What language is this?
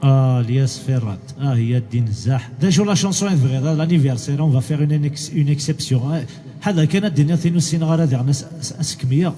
Kabyle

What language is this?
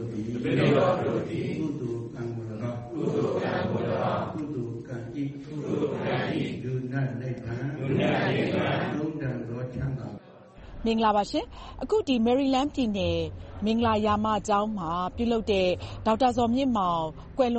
Burmese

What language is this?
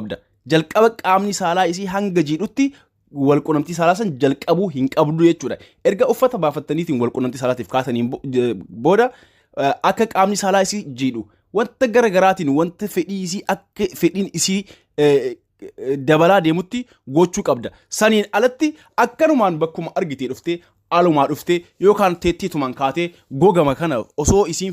Oromo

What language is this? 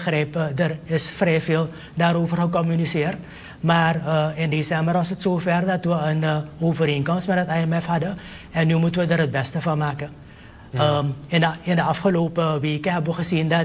Dutch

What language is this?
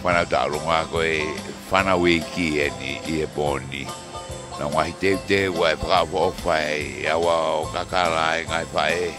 Tongan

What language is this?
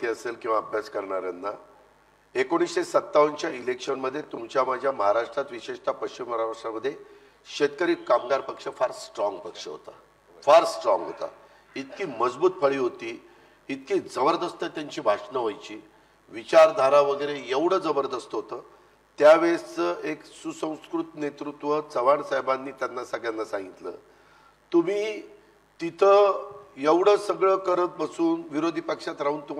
Marathi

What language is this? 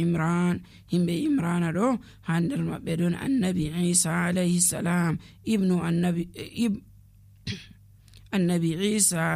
Nigerian Fulfulde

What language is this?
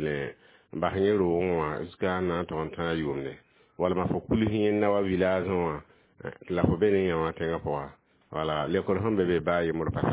Mossi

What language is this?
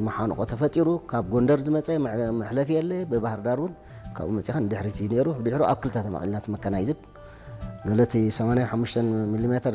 Tigrinya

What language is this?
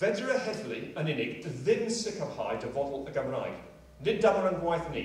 Welsh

